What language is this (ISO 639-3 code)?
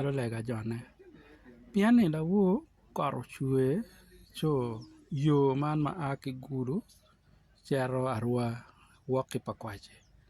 ach